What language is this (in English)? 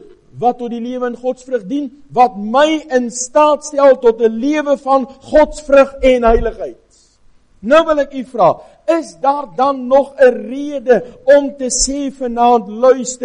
Afrikaans